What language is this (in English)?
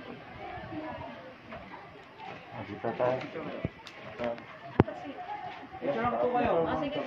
Filipino